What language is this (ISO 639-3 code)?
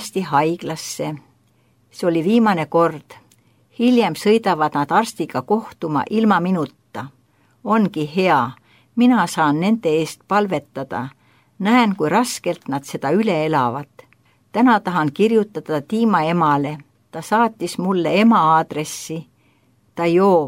est